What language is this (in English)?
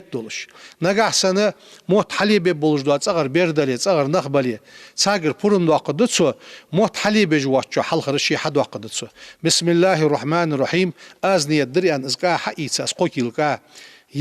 Ingush